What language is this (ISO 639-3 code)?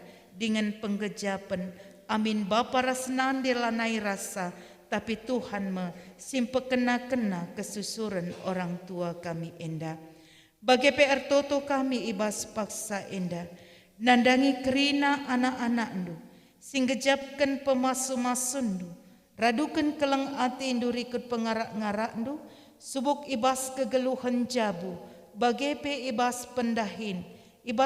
btx